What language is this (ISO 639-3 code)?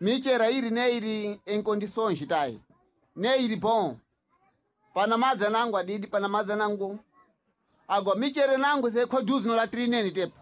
seh